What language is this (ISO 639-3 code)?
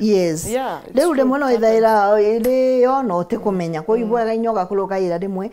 mer